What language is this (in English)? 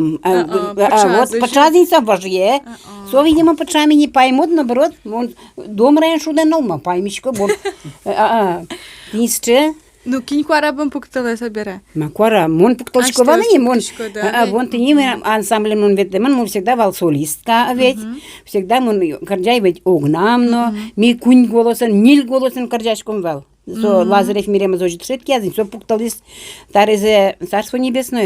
Udmurt